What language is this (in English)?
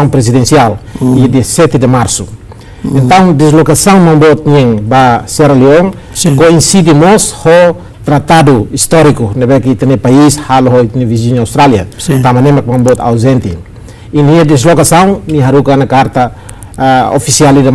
Tetum